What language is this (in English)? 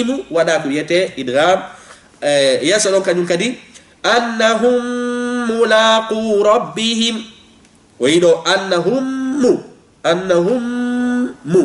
Fula